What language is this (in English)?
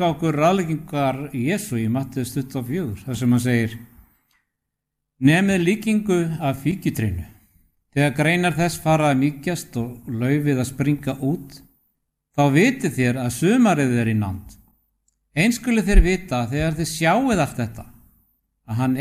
Icelandic